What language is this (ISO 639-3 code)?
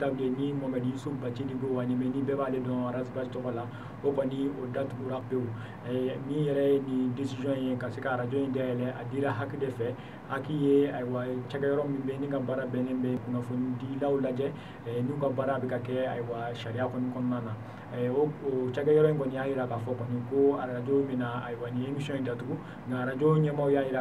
bam